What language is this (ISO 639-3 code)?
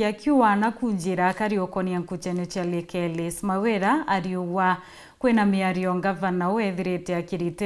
mer